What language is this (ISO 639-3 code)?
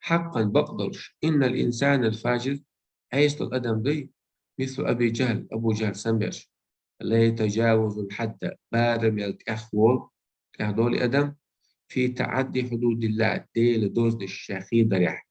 che